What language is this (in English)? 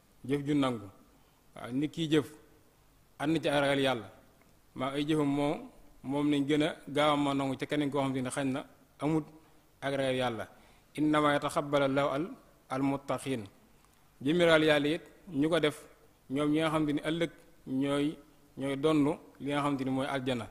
Wolof